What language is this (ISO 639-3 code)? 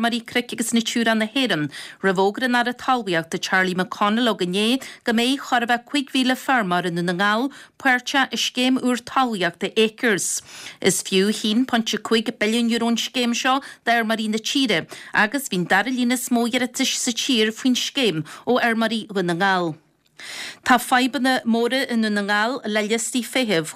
gle